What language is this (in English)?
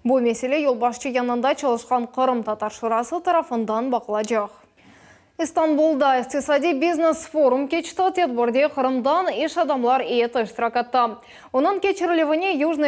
Crimean Tatar